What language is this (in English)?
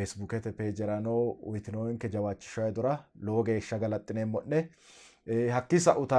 Sidamo